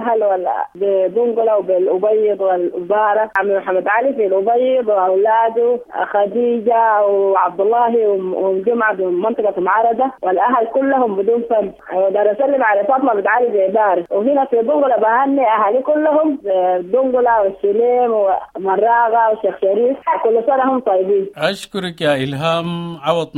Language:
Sudanese Arabic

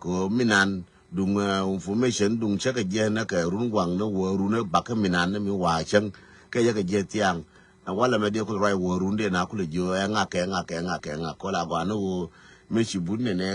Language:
Nuer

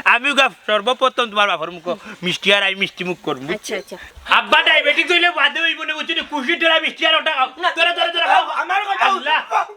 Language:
Sylheti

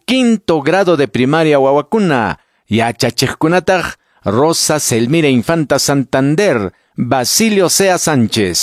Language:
Quechua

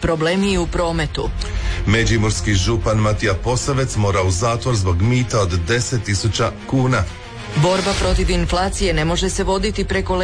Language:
Croatian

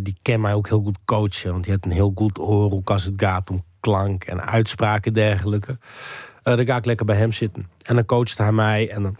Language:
Western Frisian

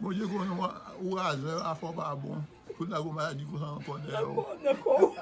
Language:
Haitian Creole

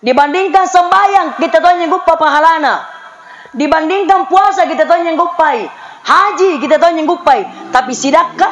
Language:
Makasar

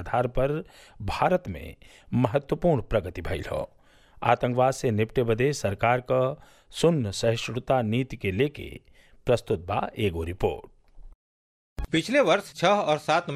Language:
Bhojpuri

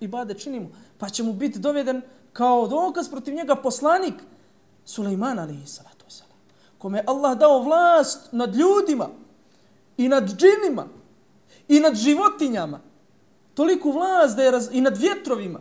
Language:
Bosnian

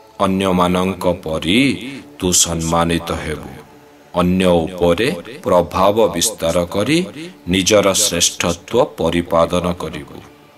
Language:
Odia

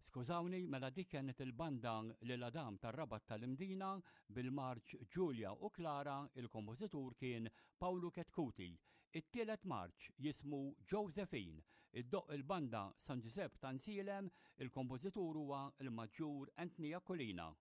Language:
Maltese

